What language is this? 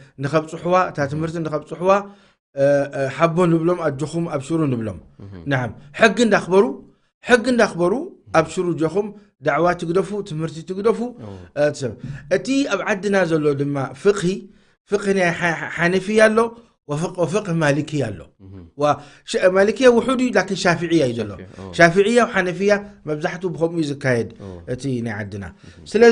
Tigrinya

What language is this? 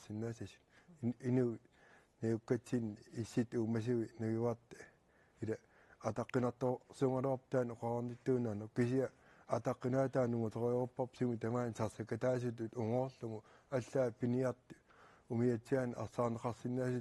Kalaallisut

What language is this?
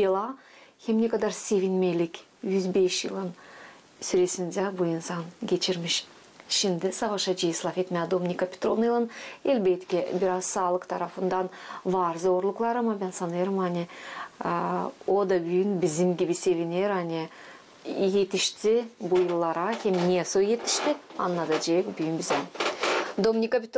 Gagauz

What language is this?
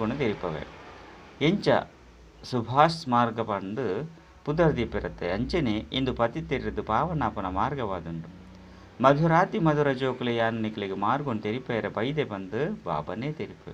Tulu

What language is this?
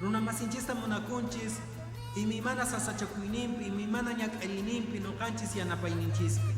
Quechua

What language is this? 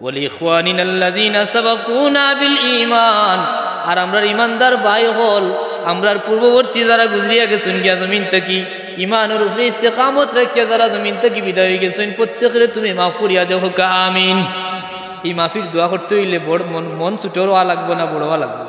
Sylheti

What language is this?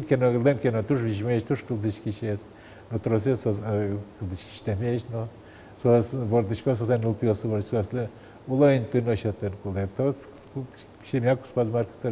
Udmurt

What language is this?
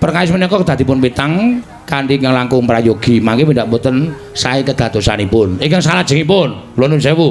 Javanese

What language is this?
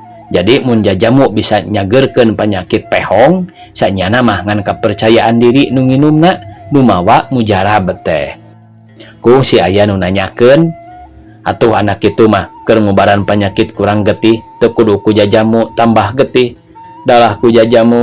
Sundanese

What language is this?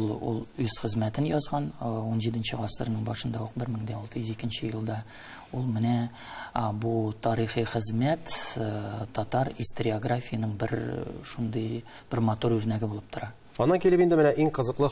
Tatar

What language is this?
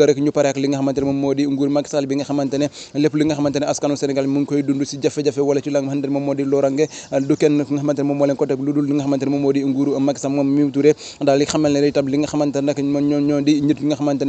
Wolof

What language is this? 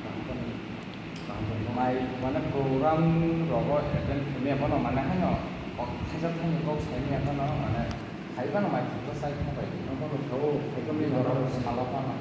Kok Borok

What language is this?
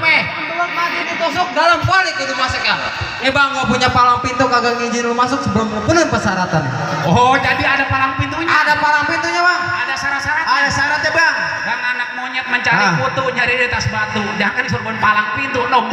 Betawi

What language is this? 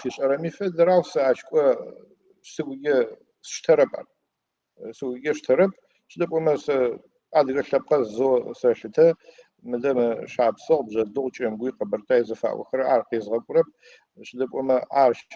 Adyghe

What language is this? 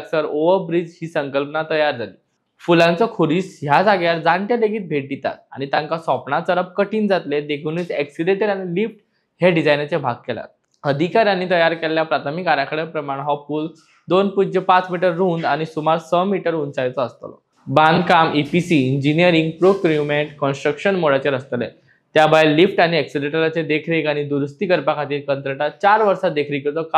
Konkani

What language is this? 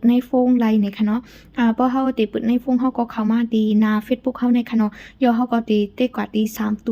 Shan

